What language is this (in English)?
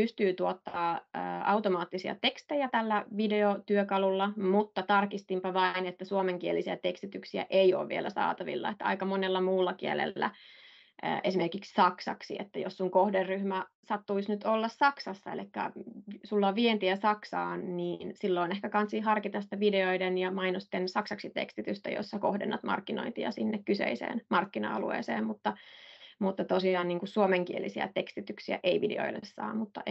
Finnish